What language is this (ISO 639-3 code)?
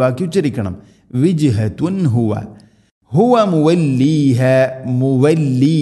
mal